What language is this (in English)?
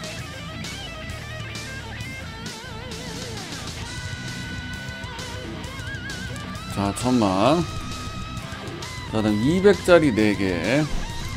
Korean